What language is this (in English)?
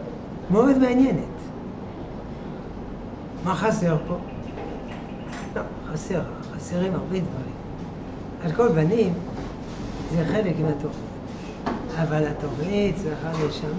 Hebrew